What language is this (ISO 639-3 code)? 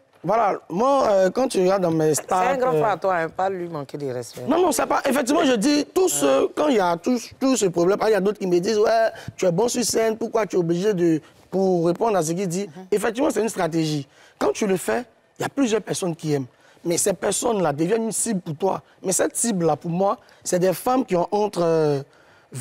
fra